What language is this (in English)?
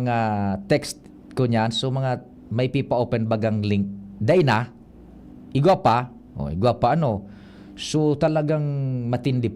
Bikol